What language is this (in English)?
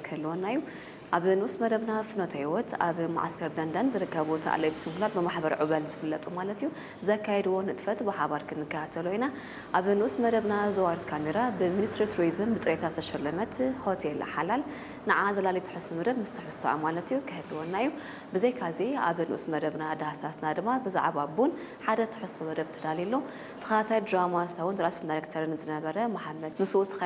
Tigrinya